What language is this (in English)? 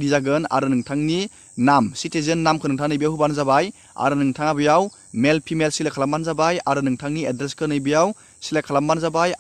Bodo